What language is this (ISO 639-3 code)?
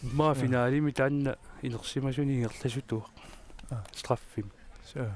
kal